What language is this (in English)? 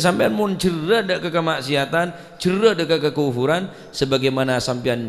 Madurese